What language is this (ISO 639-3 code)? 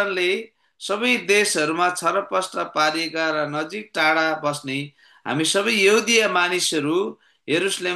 nep